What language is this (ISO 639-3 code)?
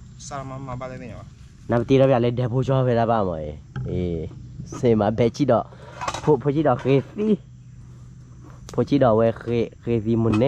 ksw